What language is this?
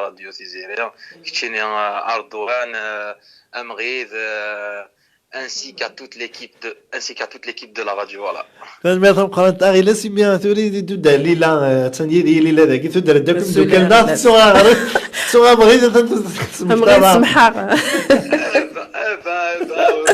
Kabyle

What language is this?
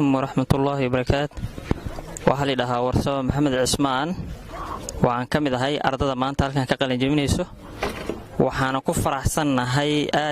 Somali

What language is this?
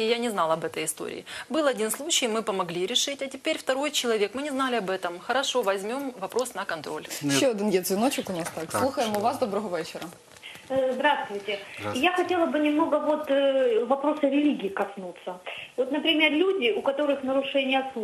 Ukrainian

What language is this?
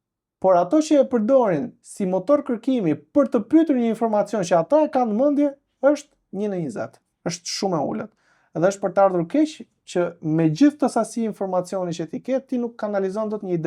Albanian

